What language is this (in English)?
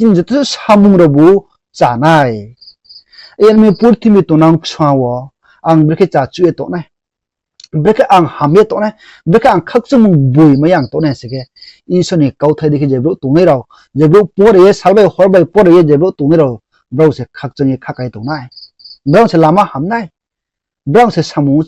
Riang (India)